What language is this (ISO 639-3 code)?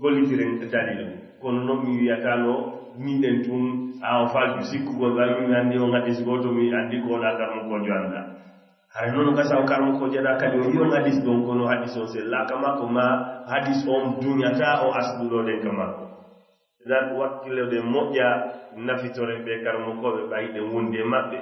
ful